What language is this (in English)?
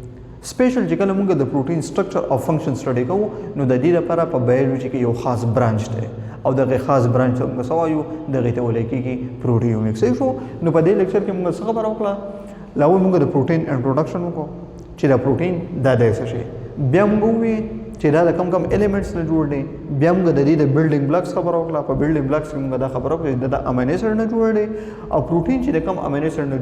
Pashto